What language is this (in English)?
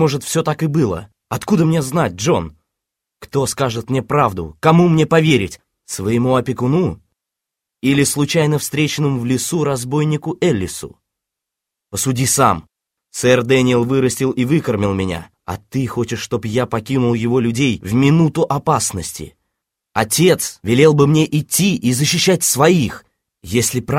Russian